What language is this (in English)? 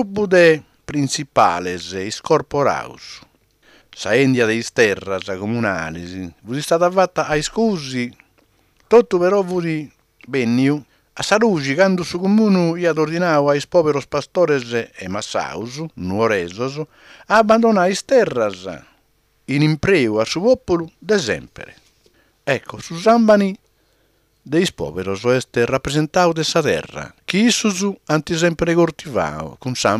Sardinian